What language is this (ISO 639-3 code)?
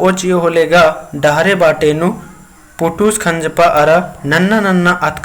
kru